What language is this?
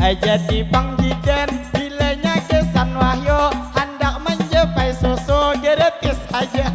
Banjar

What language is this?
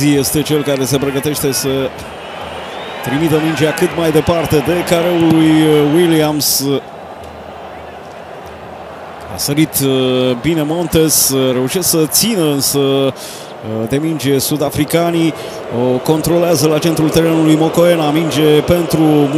Romanian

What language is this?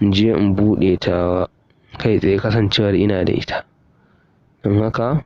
Hausa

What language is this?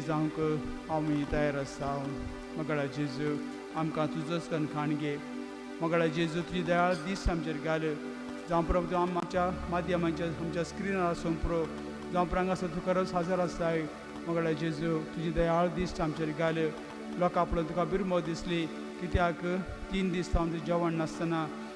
Konkani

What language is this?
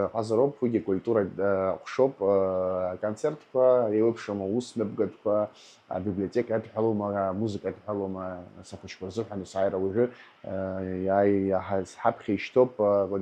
Abkhazian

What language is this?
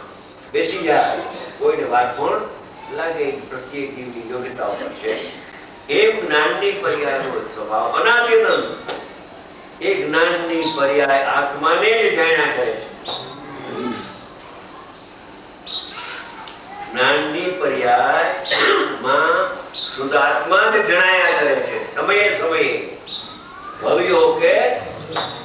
Gujarati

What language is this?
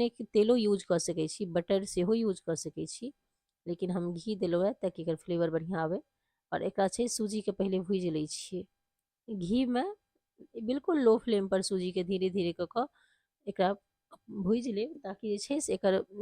Maithili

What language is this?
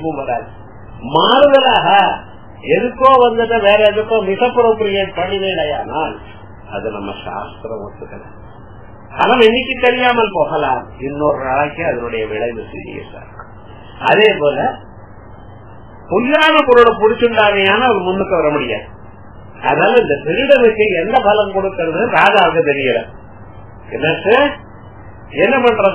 Tamil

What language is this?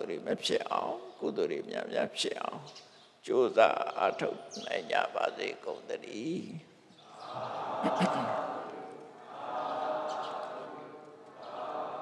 Burmese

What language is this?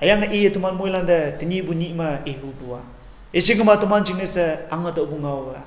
Konyak Naga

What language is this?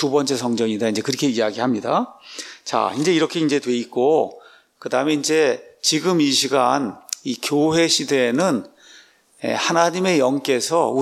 Korean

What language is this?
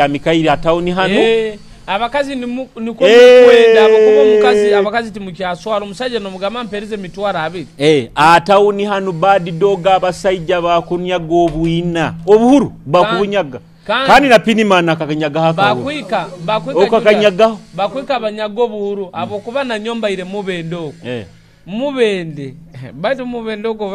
Nyoro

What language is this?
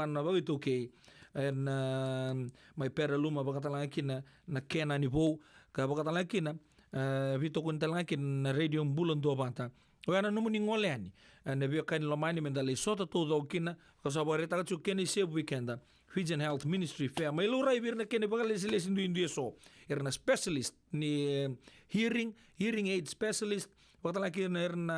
Fijian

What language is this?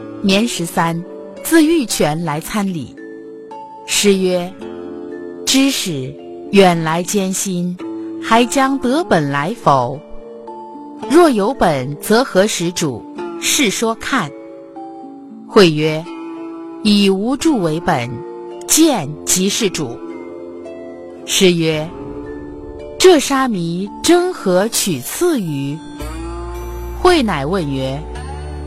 Chinese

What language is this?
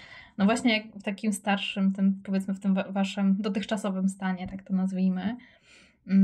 Polish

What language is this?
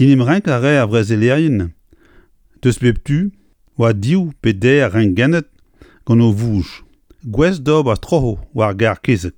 Breton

